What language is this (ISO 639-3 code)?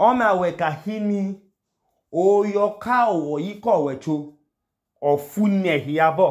idu